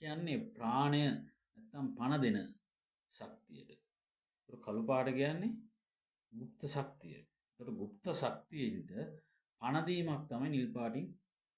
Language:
Sinhala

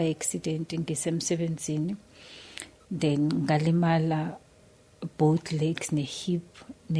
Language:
Zulu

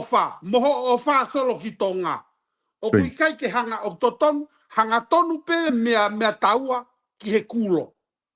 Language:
Tongan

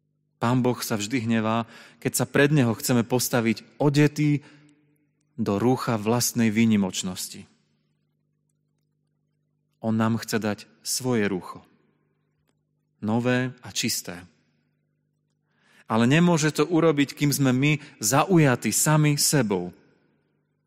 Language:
Slovak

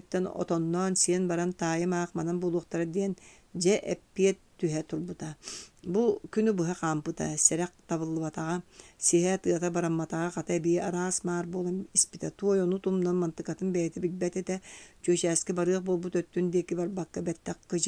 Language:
Yakut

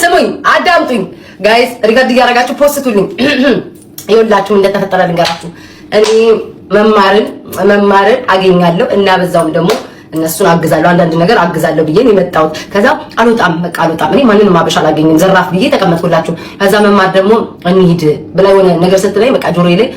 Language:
Amharic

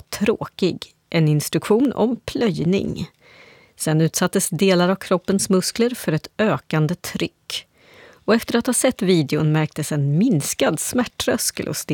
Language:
Swedish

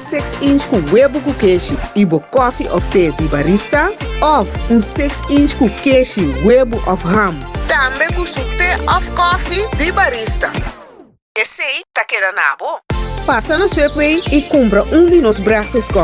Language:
Papiamento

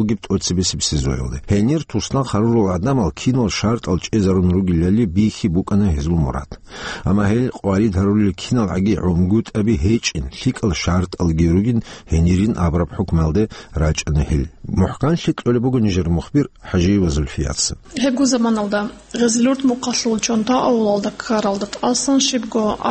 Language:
Avaric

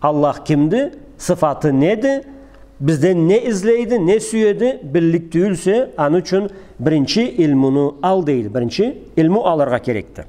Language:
Karachay-Balkar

